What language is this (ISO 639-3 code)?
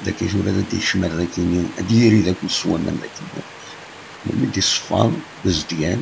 kab